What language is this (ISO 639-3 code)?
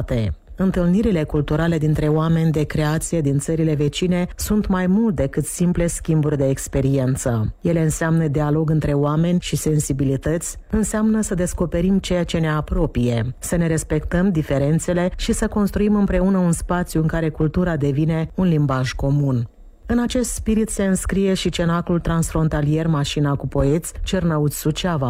ron